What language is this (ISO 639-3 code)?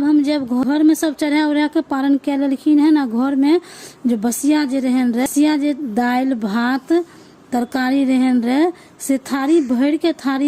mai